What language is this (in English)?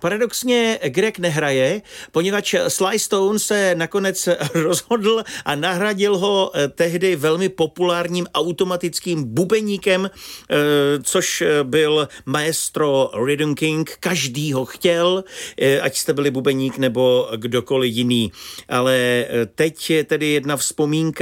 Czech